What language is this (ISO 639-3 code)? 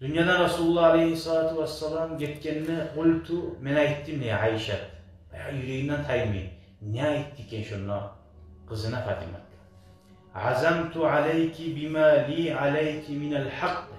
kum